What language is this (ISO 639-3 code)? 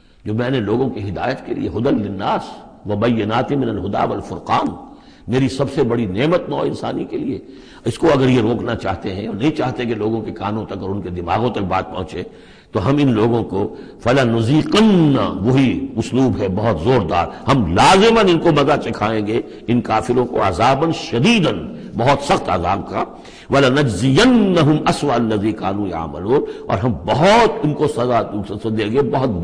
urd